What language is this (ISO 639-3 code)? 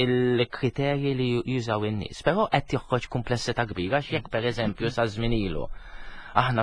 mlt